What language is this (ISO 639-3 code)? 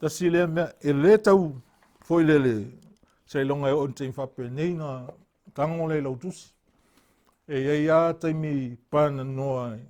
smo